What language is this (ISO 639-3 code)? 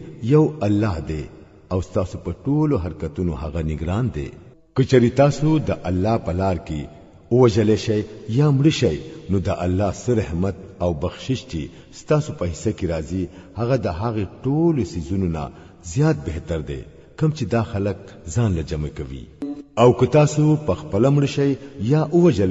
pus